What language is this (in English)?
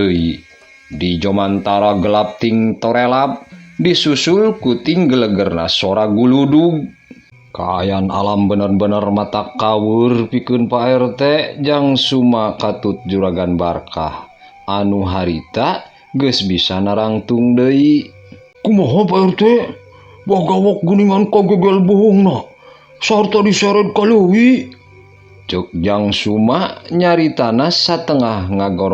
Sundanese